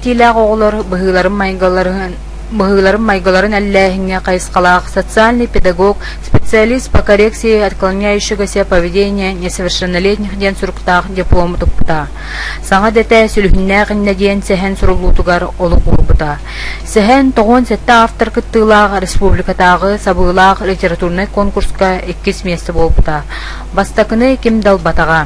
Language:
Yakut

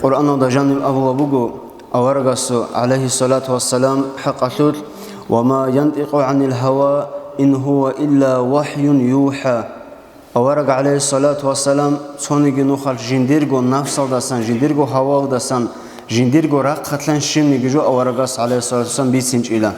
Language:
Avaric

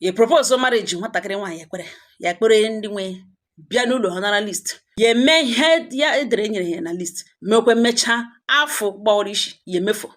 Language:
Igbo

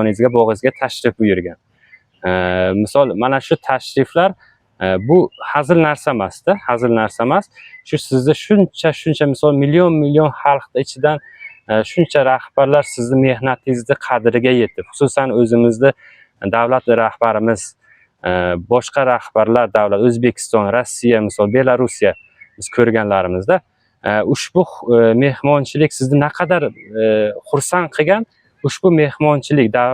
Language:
Uzbek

